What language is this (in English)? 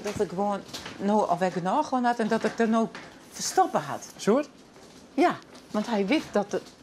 Western Frisian